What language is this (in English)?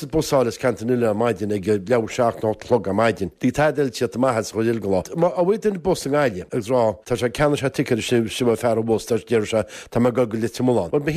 Irish